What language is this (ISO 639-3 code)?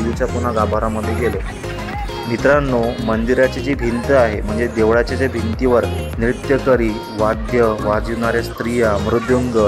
mar